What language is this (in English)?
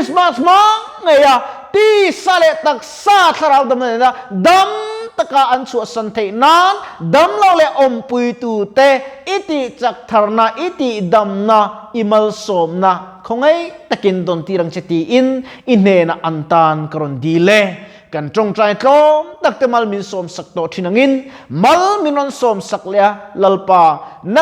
Mizo